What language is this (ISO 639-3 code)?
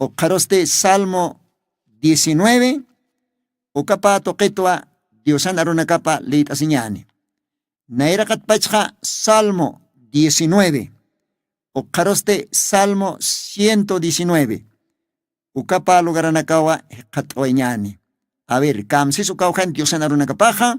aym